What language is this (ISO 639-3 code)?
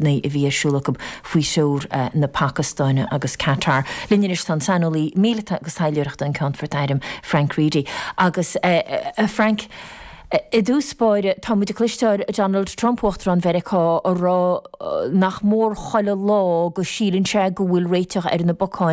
gle